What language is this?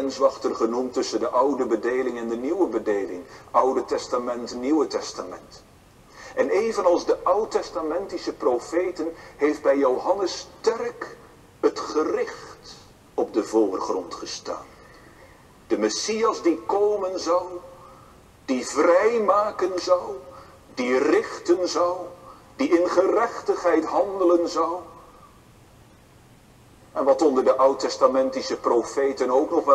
Dutch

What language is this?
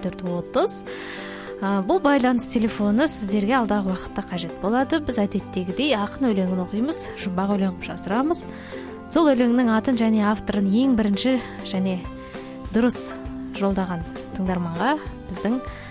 Kazakh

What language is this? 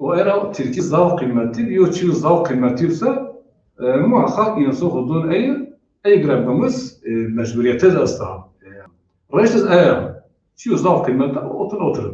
Zaza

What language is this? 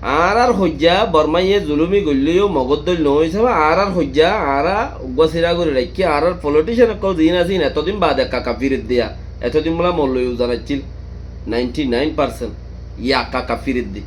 Rohingya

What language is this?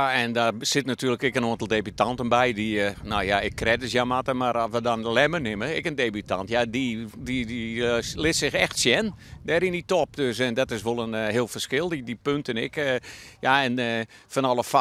Western Frisian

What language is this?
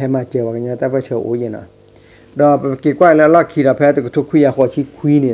S'gaw Karen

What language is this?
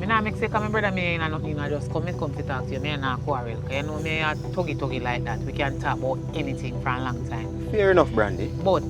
Jamaican Creole English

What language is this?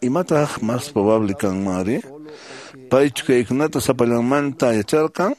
Quechua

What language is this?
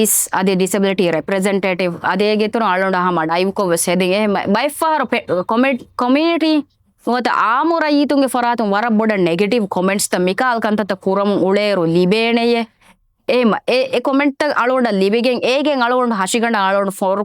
Divehi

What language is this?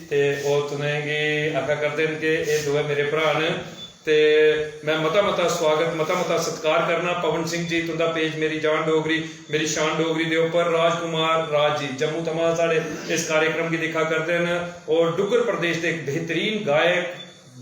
Dogri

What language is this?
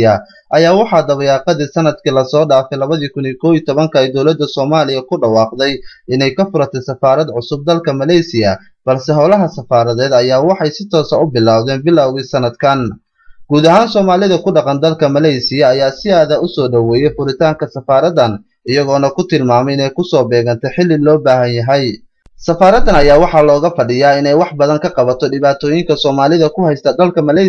Somali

